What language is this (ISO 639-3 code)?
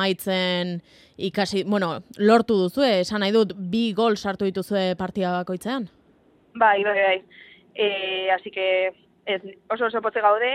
eus